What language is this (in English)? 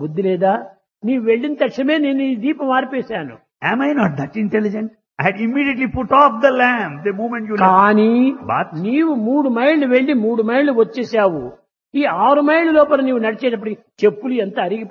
Telugu